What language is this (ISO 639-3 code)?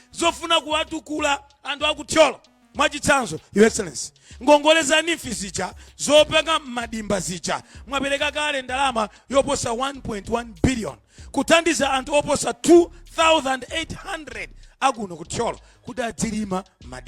nya